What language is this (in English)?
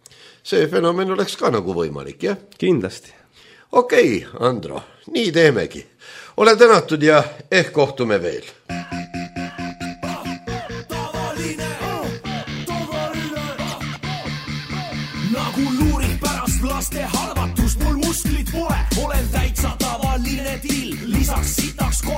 Estonian